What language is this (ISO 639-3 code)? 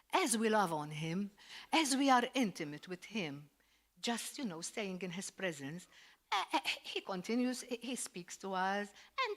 eng